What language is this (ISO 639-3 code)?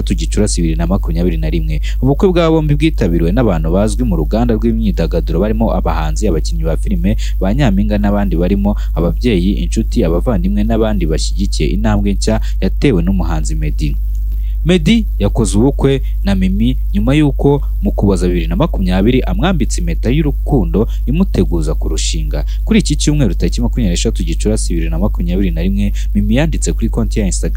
kin